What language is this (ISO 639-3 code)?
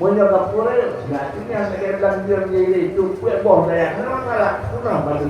ace